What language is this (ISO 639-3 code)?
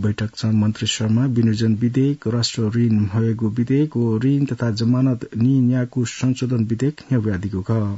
new